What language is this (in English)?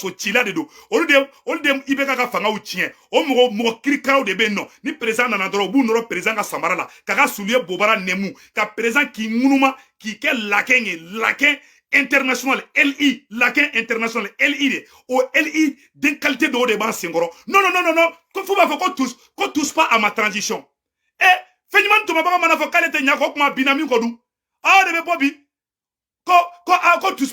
Bambara